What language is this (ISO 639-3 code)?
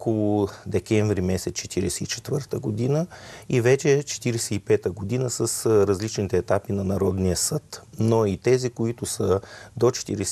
bul